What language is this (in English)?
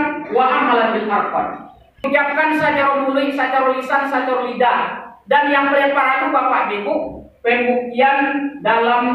Minangkabau